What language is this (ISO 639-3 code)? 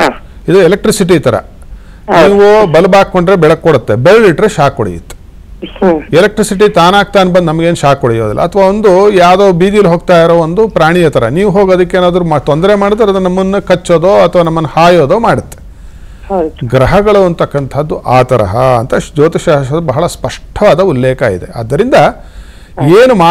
kan